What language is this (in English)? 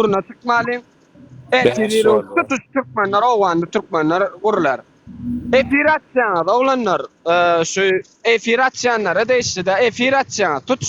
Turkmen